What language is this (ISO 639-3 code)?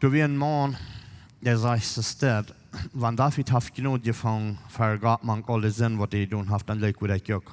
pdt